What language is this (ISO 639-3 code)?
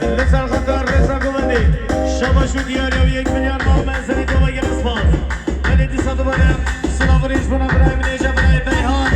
kur